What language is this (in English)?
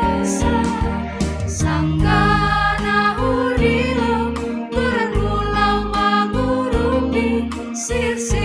Batak Simalungun